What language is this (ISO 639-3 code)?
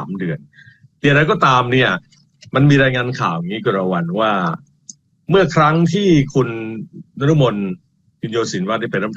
tha